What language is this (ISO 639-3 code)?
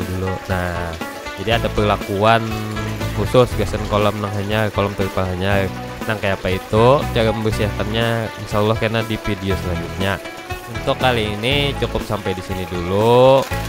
bjn